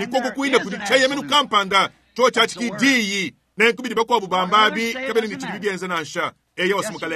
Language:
Luba-Lulua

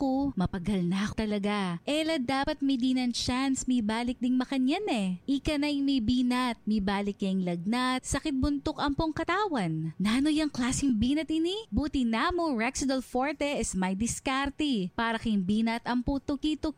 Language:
Pampanga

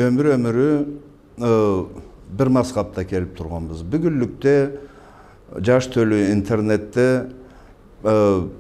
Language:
Karachay-Balkar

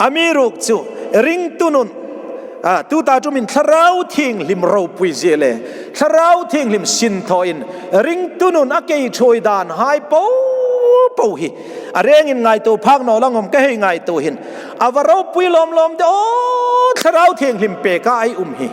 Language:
Hmar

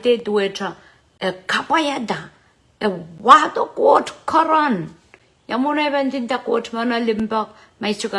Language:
Pohnpeian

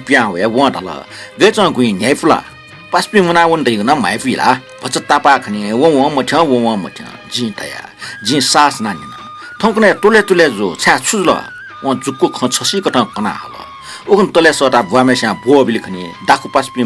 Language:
Newari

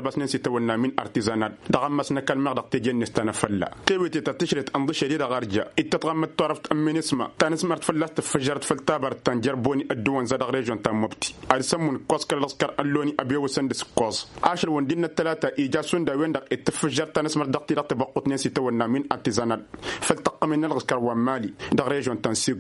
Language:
Tamasheq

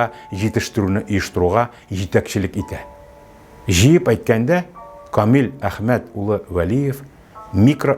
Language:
Tatar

